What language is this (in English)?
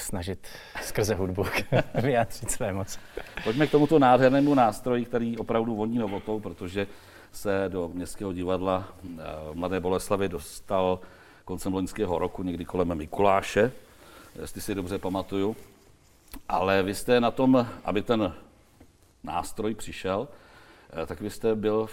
Czech